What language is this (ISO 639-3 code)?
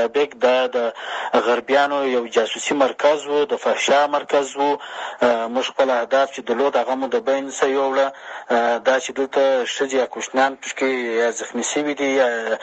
pus